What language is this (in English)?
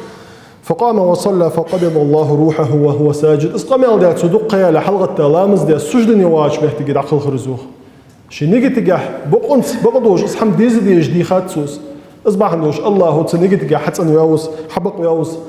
Ingush